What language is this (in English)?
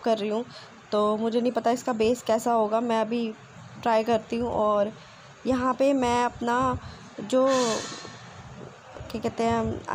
Hindi